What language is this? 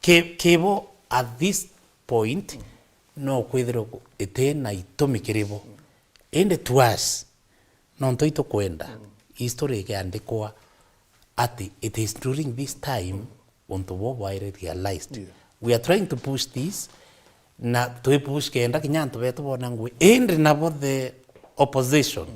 Meru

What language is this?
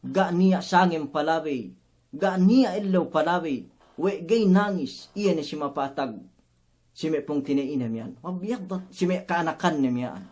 Yakan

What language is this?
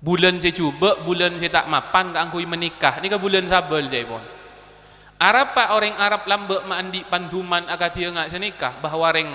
Madurese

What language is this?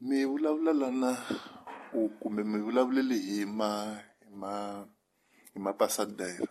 Tsonga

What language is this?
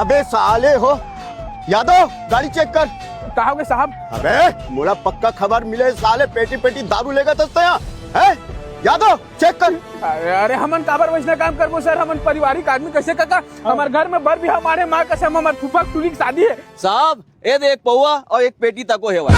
Chhattisgarhi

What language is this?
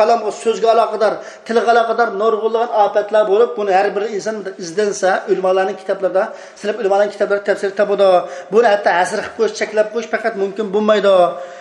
Uyghur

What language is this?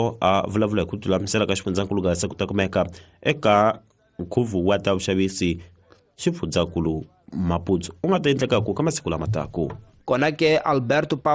Tsonga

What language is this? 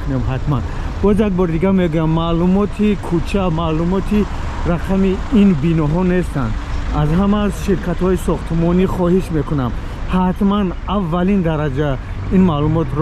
Tajik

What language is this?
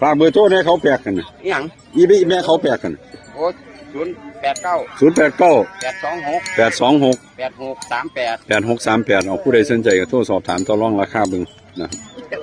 Northeastern Thai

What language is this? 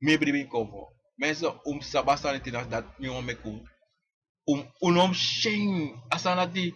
Sranan Tongo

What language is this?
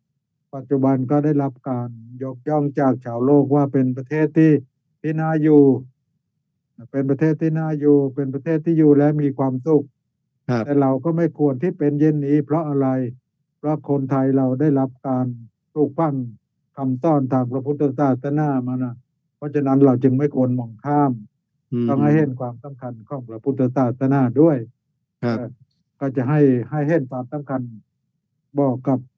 Thai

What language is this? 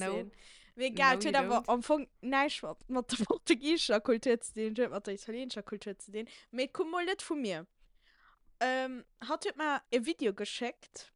Luxembourgish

